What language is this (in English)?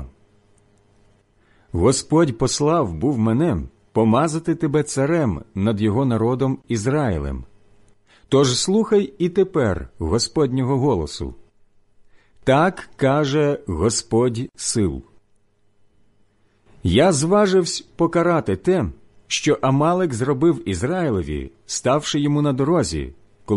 Ukrainian